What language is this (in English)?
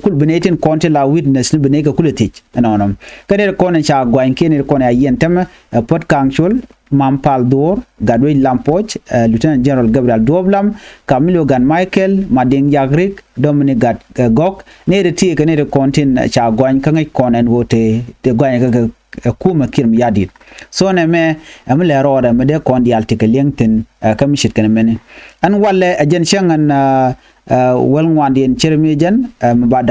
Nuer